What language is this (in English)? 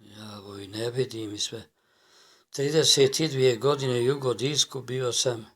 Bosnian